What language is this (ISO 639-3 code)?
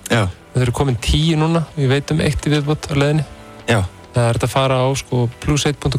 isl